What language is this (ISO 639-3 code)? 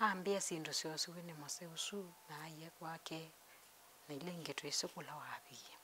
kam